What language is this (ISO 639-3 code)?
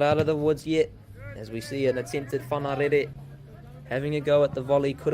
mri